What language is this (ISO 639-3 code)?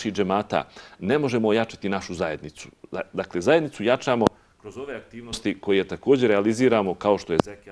bos